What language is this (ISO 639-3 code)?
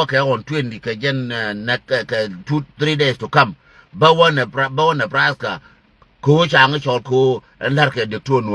nus